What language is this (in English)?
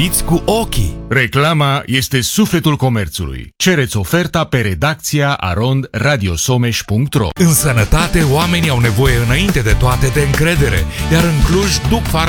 Romanian